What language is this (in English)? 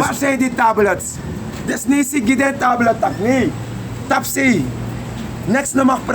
Sranan Tongo